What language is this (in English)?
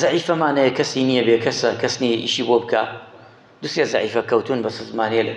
Central Kurdish